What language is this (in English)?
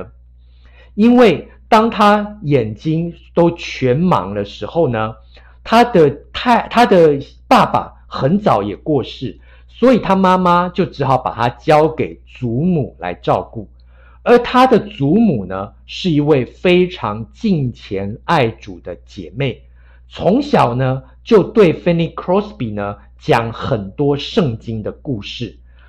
Chinese